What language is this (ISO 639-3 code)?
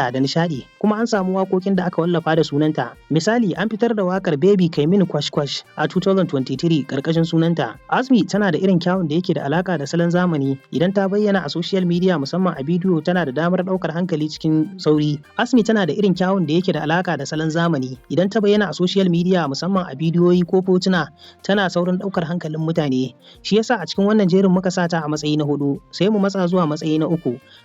hau